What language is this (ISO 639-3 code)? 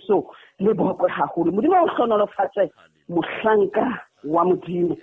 sot